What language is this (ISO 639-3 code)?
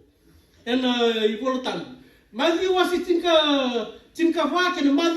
fij